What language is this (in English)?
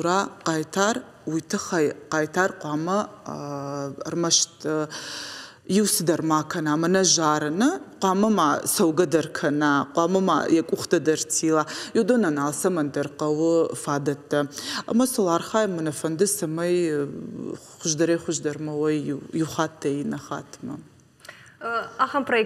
Ossetic